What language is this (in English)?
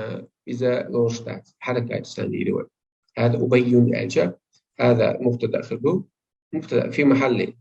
Chechen